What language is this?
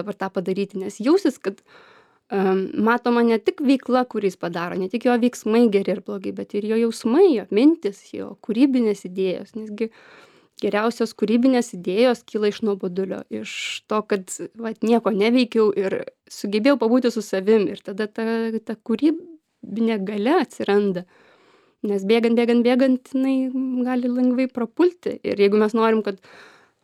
Lithuanian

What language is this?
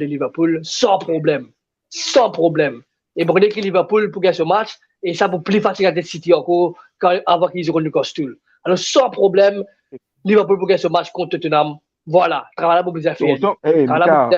Morisyen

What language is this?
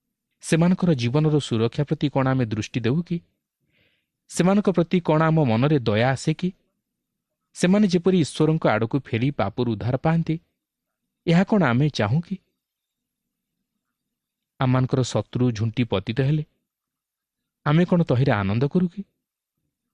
Odia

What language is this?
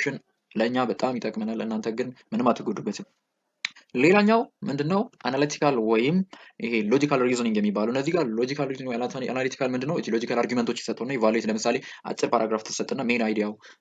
Amharic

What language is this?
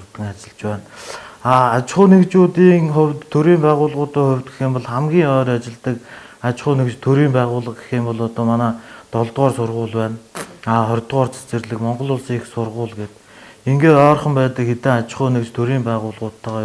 Mongolian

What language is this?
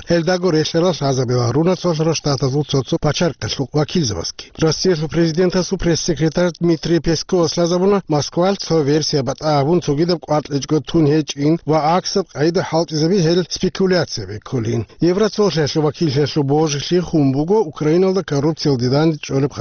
Avaric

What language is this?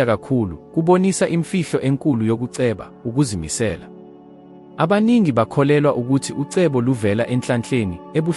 Zulu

